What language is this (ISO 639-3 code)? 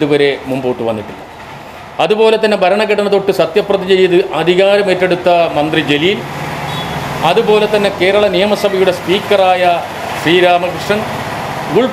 mal